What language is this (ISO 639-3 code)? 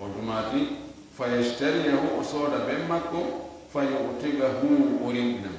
ful